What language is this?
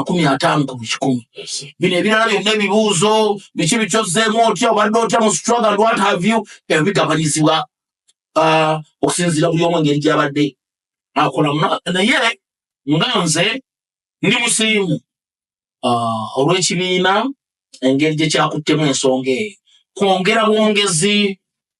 Ganda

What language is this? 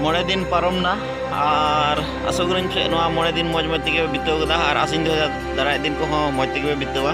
Santali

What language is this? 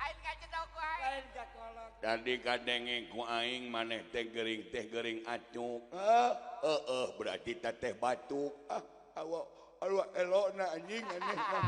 Sundanese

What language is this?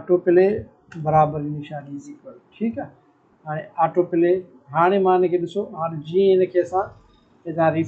Sindhi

